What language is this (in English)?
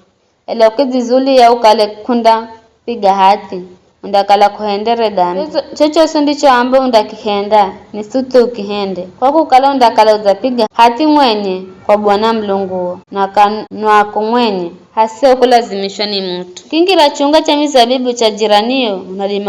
Giryama